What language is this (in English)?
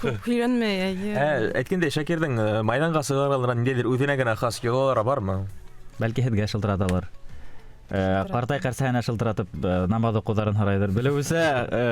Bashkir